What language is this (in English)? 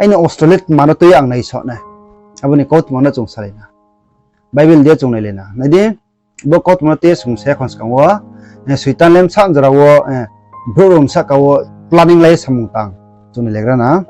Riang (India)